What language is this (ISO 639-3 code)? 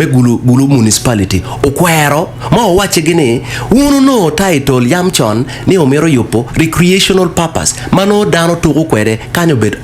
ach